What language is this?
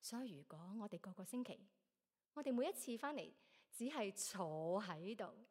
Cantonese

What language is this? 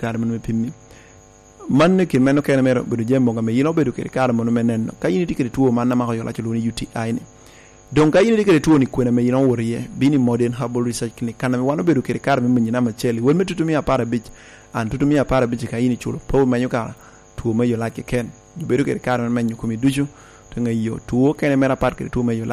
Lango (Uganda)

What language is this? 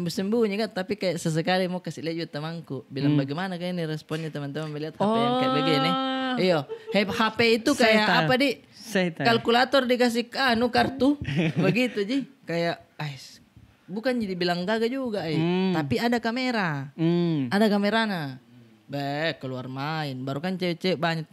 Makassar Malay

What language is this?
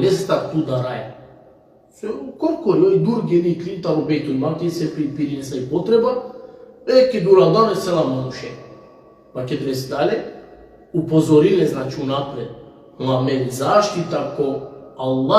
Balkan Romani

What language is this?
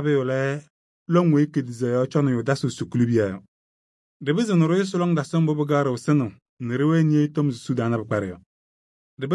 Kabiyè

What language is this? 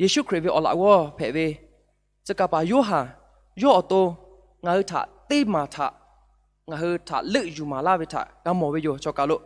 Lahu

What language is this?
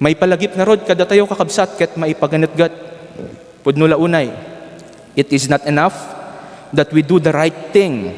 Iloko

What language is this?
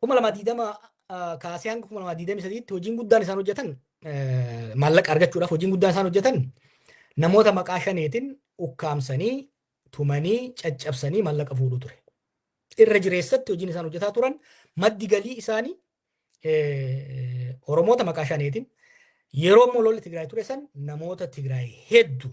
Oromo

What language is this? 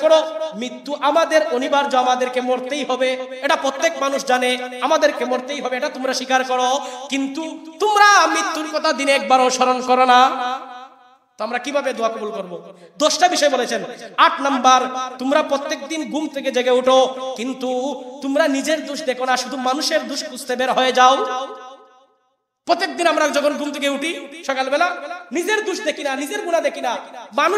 Bangla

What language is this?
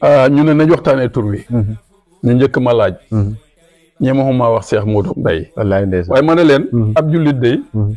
Wolof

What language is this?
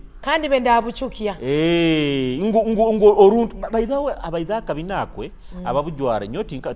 Nyoro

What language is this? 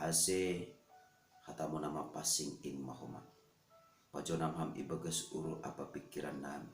Batak Simalungun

